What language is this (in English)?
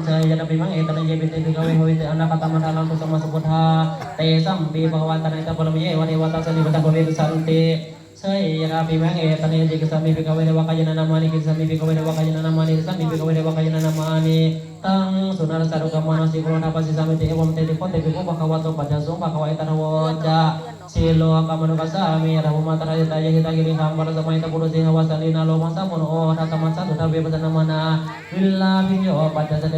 Pali